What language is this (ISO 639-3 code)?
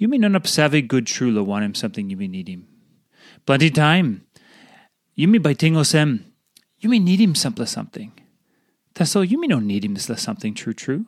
tpi